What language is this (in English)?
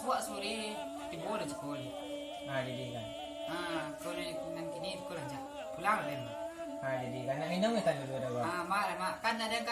Minangkabau